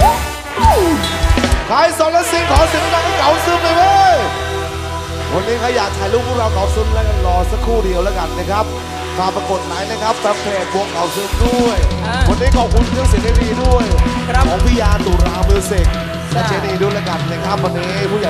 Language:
Thai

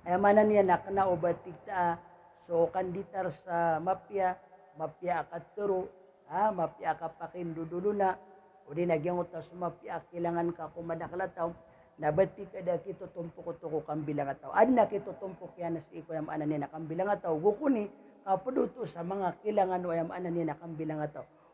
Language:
Maranao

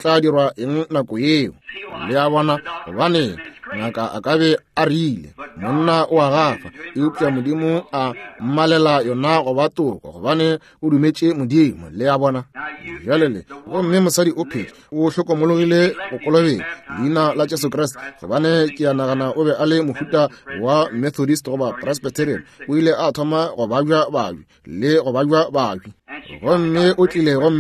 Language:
Northern Sotho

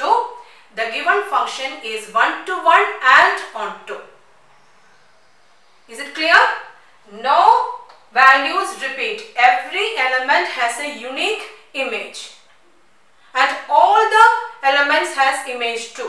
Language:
English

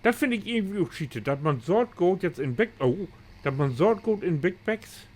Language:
Low German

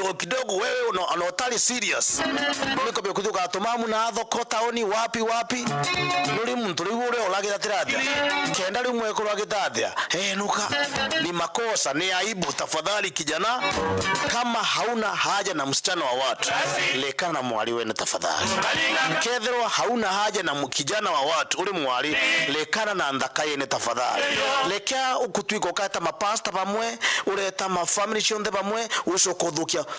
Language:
Meru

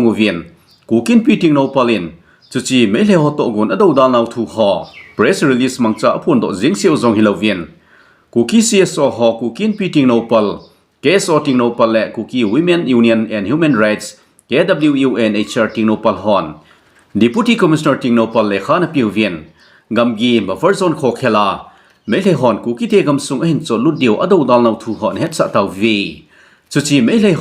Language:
Thado Chin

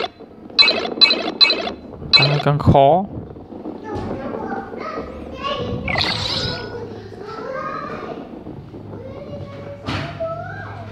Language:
Vietnamese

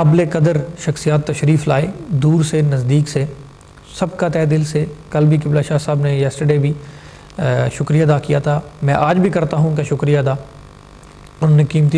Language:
Urdu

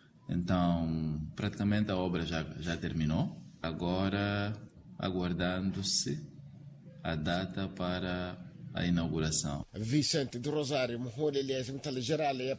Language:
Makhuwa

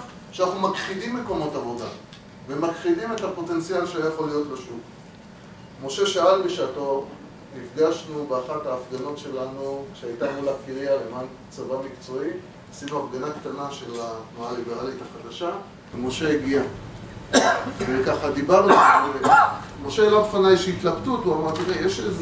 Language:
Hebrew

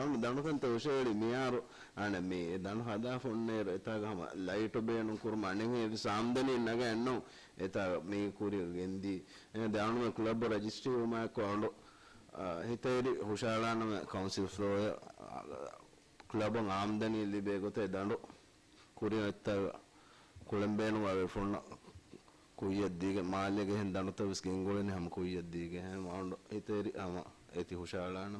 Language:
Divehi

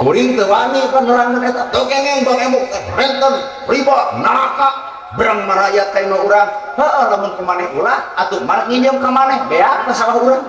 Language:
Sundanese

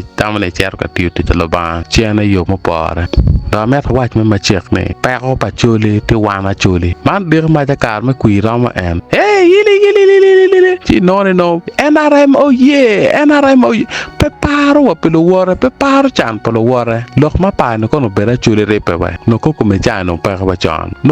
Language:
Acoli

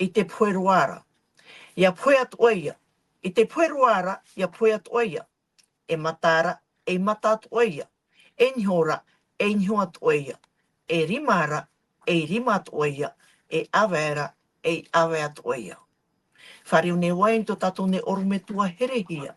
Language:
Tahitian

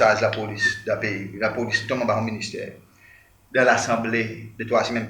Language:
Seselwa Creole French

